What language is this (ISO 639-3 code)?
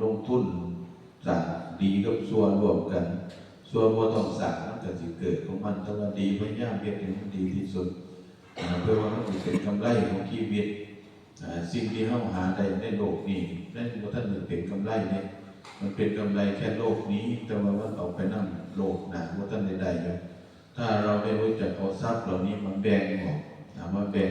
tts